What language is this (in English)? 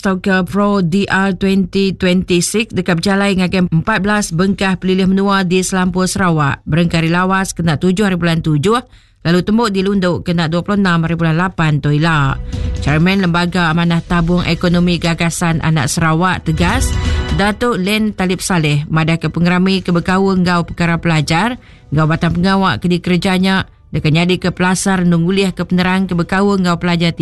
Iban